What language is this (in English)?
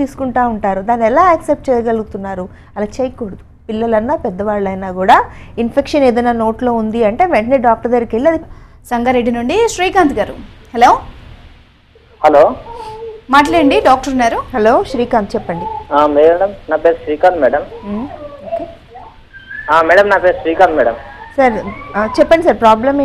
Telugu